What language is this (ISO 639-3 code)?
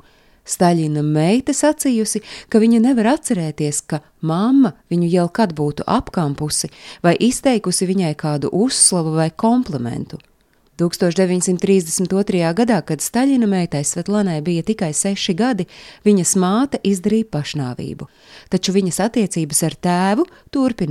lav